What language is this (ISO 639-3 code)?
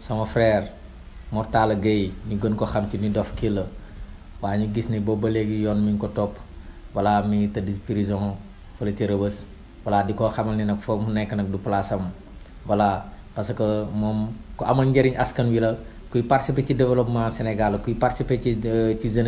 wol